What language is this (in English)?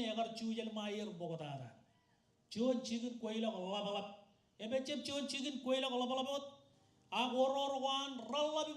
Marshallese